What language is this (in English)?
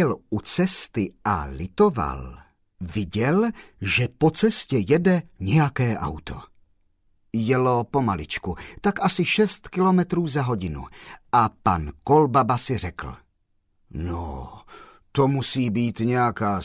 Czech